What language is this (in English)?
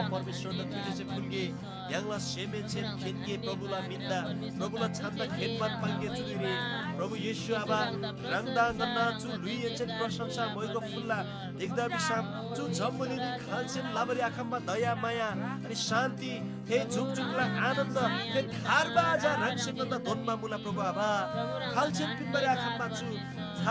Eastern Tamang